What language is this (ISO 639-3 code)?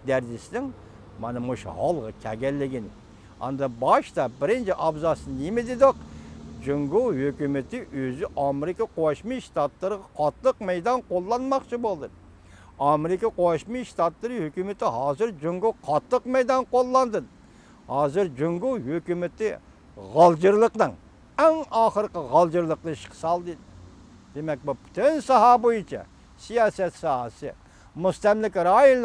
uig